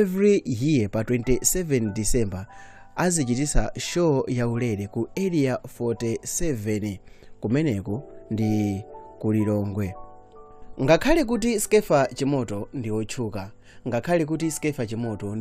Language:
Nyanja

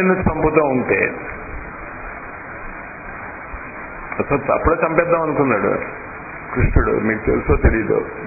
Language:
Telugu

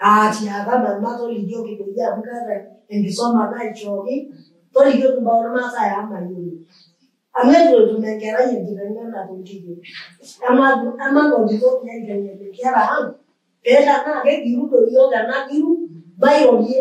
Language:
Masai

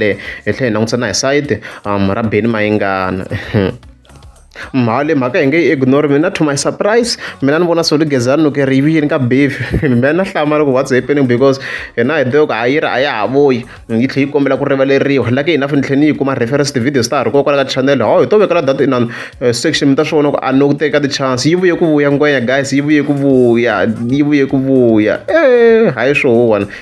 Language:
Tsonga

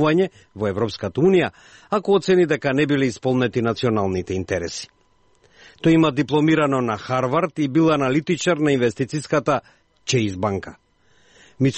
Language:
Macedonian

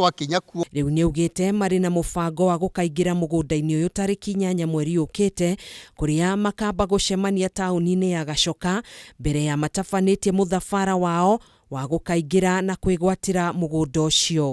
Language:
Kikuyu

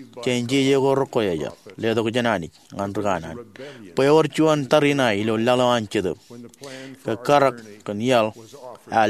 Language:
Marshallese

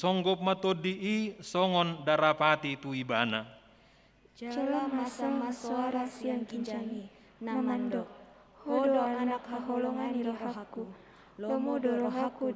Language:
Batak Toba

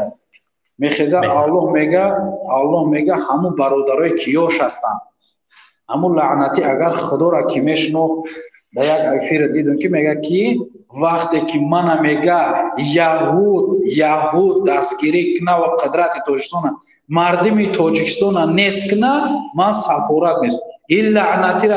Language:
Tajik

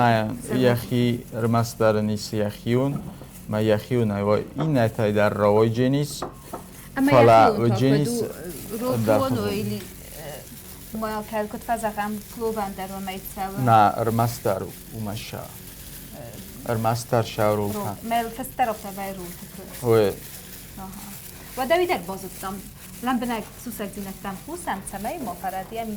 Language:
Ossetic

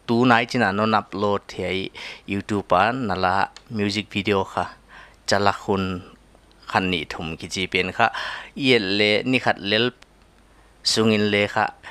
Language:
Paite Chin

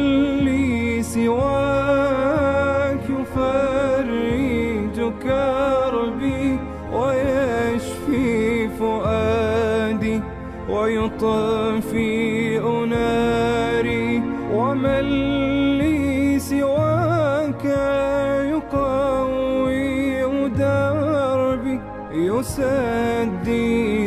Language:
Gulf Arabic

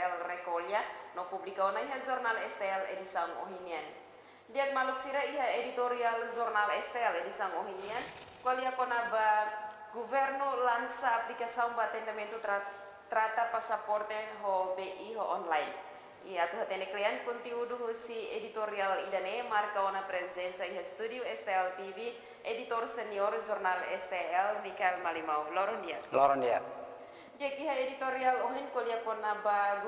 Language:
Tetum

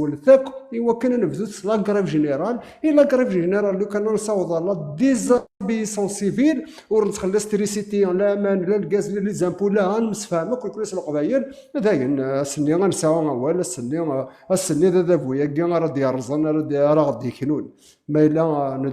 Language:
Kabyle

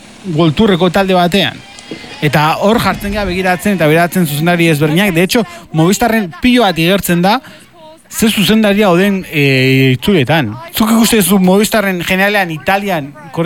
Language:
Basque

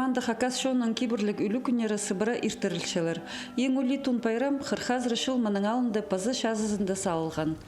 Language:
Khakas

